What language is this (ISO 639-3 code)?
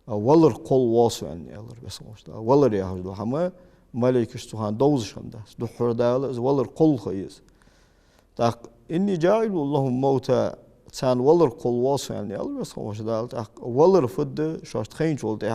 inh